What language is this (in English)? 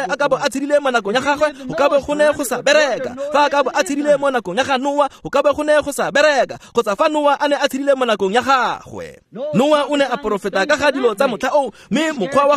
Tswana